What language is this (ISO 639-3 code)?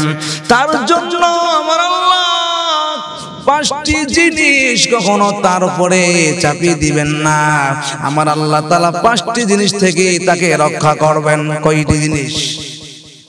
ben